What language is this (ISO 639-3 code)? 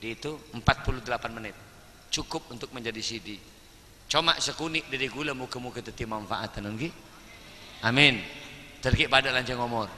mad